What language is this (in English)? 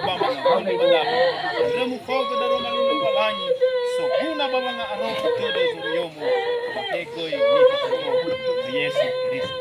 Nias